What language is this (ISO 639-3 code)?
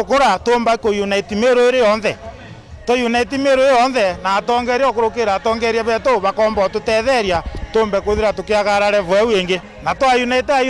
mer